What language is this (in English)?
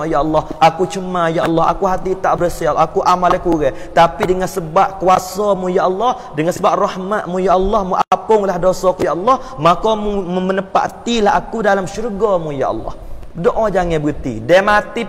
Malay